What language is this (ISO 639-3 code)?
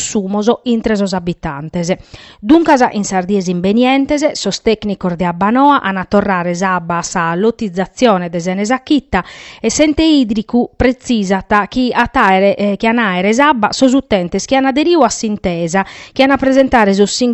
srd